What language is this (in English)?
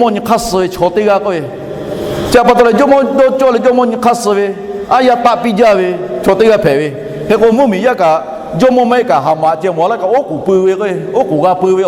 Lahu